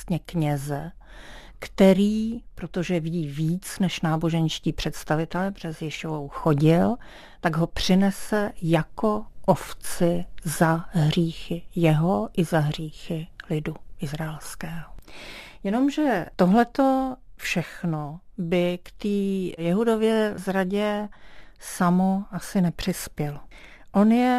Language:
Czech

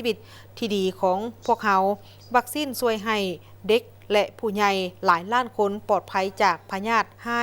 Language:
Lao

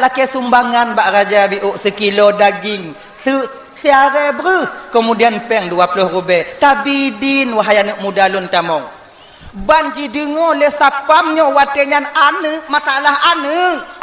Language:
Achinese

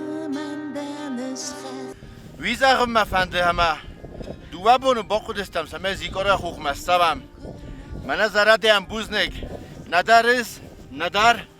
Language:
Ossetic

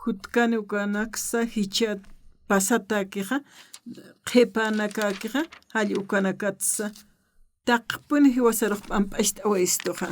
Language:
Aymara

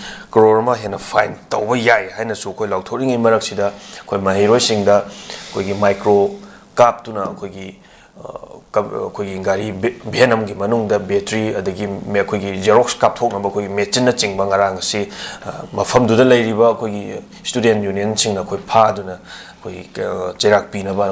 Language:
Manipuri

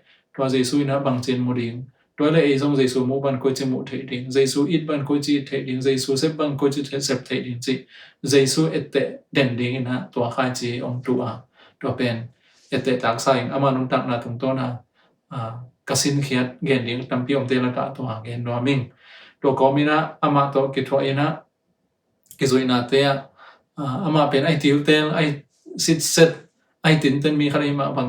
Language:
Tedim Chin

